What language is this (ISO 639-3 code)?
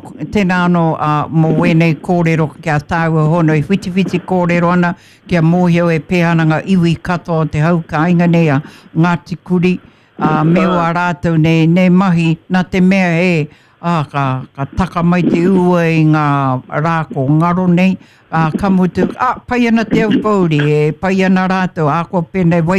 mri